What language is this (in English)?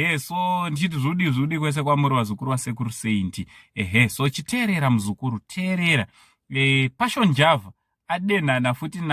Shona